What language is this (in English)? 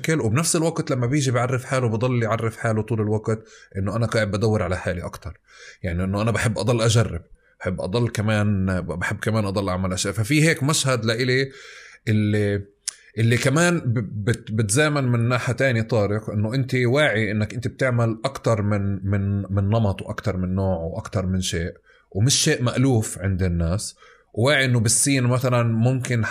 North Levantine Arabic